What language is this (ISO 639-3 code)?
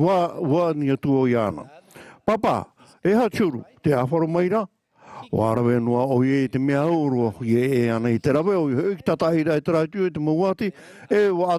tah